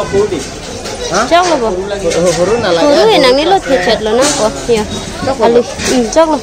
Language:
Karbi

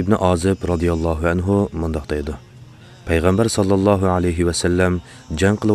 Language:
Uyghur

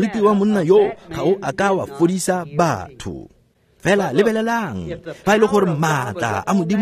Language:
Tswana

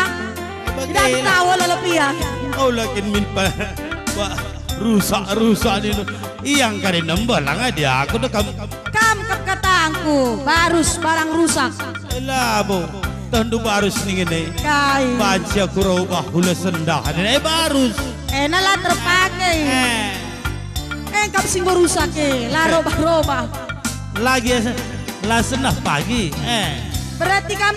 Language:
Batak Karo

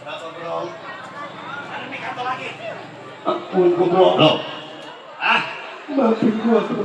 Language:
Betawi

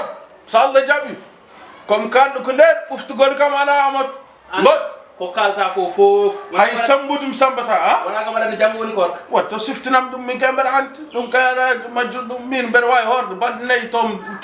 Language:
Fula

